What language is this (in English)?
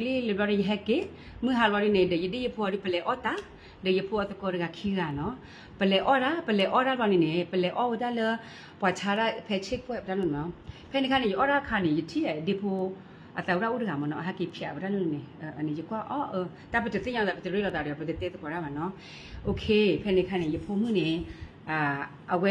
S'gaw Karen